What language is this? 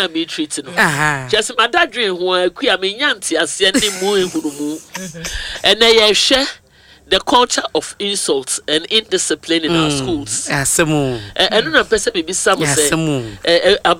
Akan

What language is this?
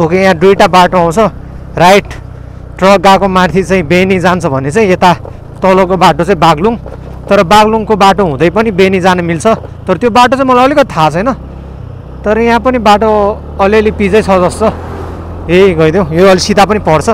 Nepali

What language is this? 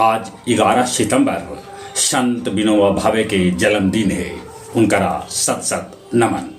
Magahi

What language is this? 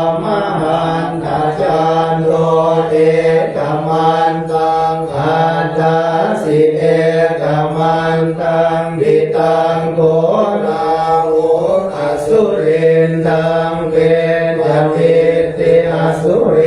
Pali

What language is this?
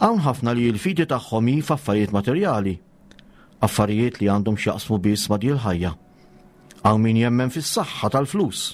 Maltese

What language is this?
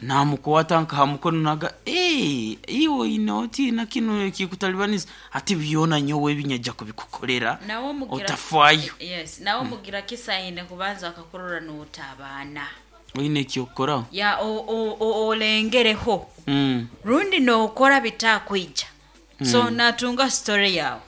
Nyoro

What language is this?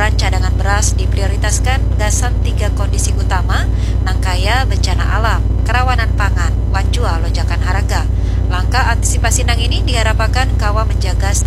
Banjar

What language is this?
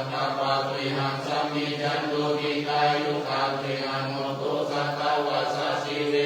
Pali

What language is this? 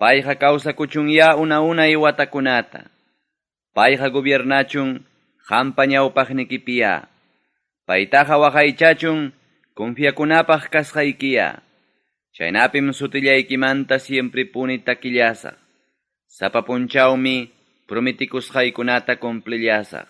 Ayacucho Quechua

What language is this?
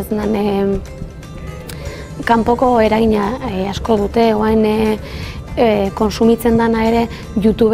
Basque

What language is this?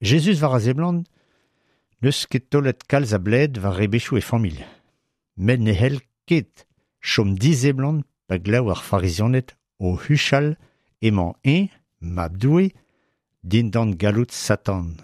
Breton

